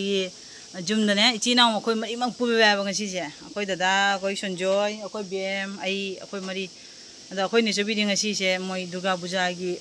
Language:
Manipuri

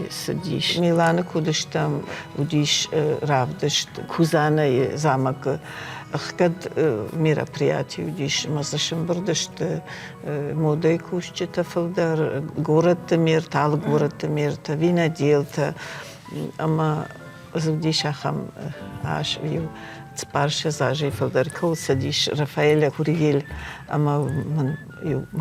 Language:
Ossetic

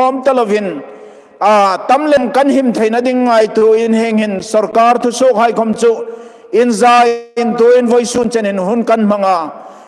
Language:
Hmar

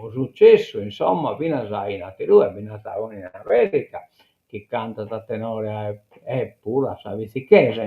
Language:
Sardinian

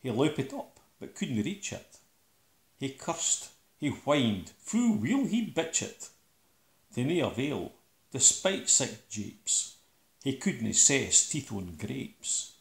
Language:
Scots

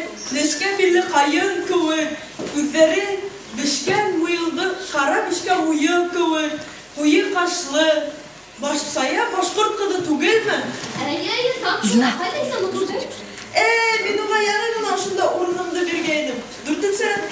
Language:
Bashkir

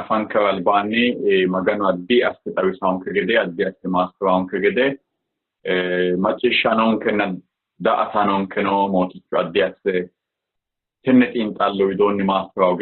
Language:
Sidamo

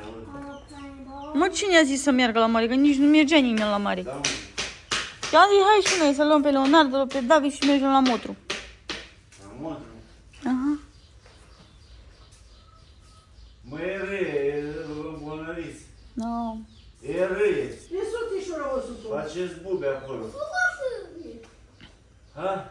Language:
Romanian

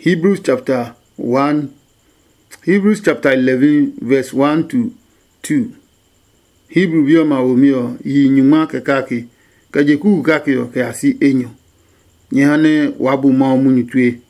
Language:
Adangme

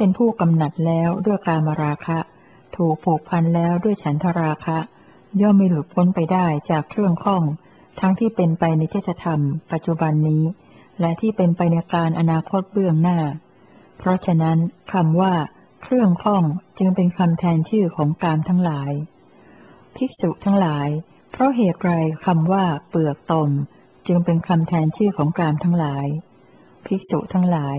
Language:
Thai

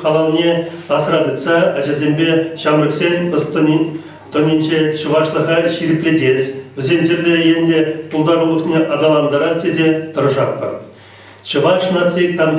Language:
Chuvash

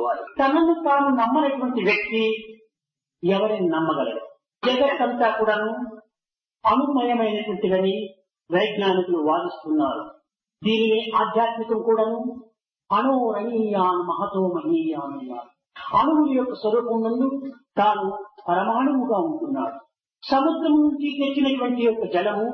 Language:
Telugu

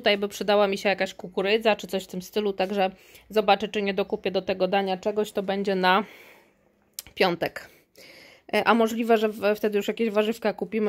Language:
Polish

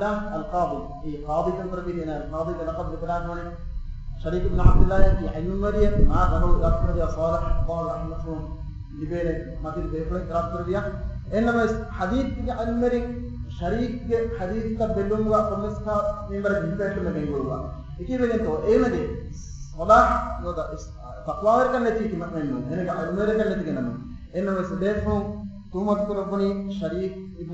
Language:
Divehi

